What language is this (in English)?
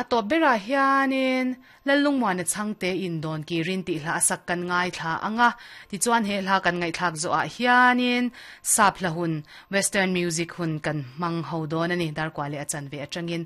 Mizo